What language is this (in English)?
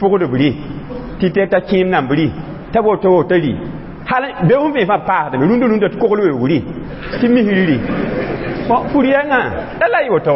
Mossi